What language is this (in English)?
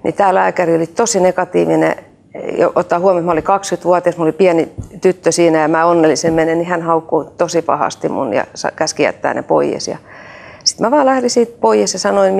Finnish